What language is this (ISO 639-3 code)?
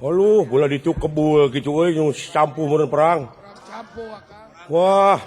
sun